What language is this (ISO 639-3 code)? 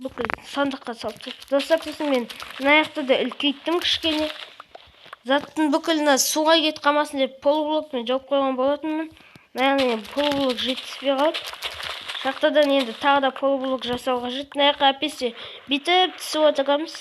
kaz